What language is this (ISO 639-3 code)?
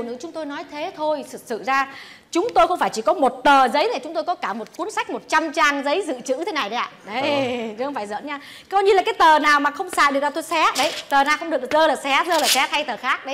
vie